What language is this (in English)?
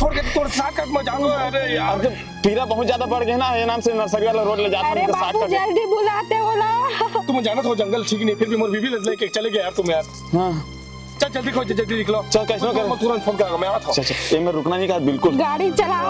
Chhattisgarhi